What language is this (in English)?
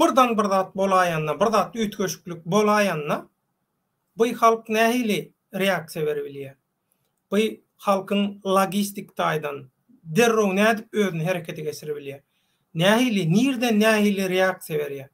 Turkmen